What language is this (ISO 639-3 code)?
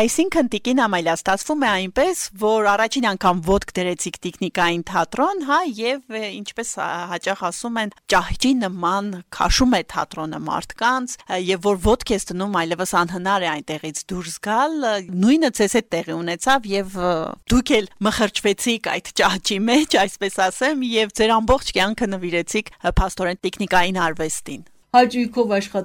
hye